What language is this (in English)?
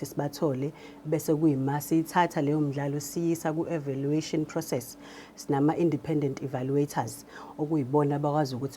Zulu